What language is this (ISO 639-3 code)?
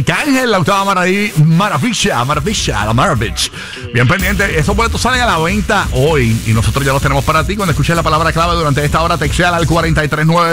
spa